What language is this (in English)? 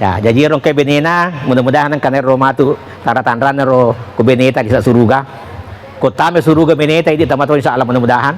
Buginese